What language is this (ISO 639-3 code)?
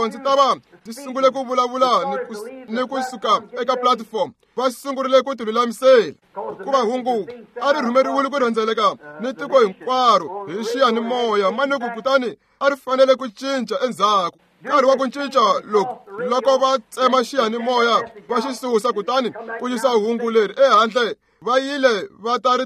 tso